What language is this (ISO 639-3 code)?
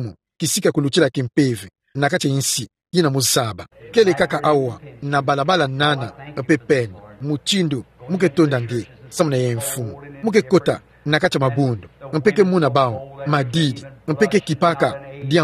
ktu